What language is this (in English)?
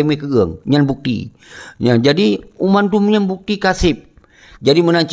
Achinese